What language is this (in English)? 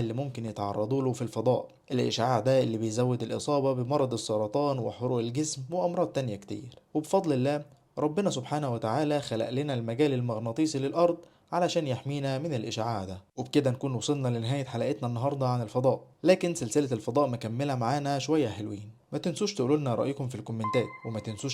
Egyptian Arabic